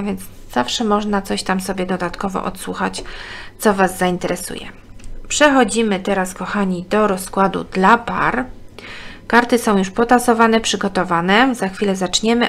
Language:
Polish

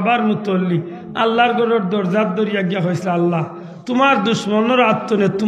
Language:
Sylheti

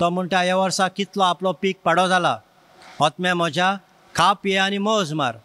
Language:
Konkani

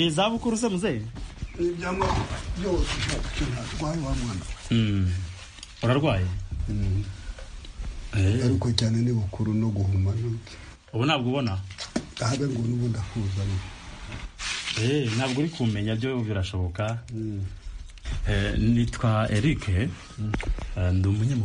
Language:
Kinyarwanda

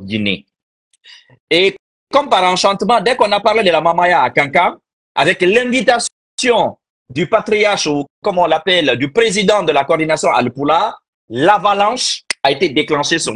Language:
French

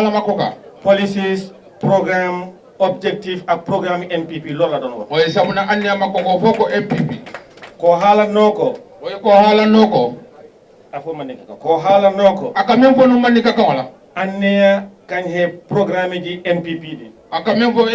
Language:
Fula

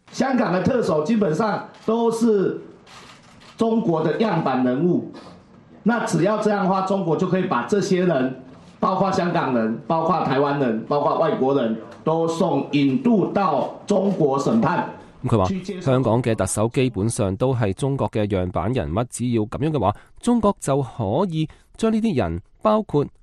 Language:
Cantonese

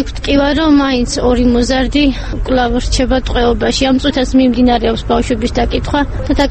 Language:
Georgian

